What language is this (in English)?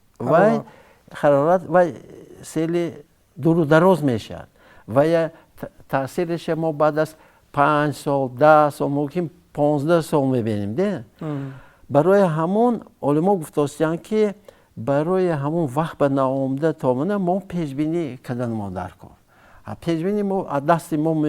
Tajik